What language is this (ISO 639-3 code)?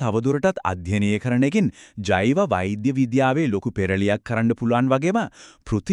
sin